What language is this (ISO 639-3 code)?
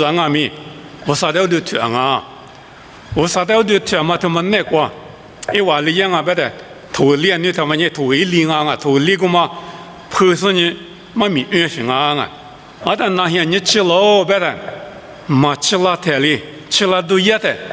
lis